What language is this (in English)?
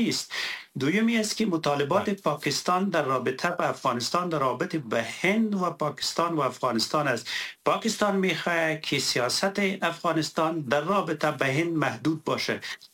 Persian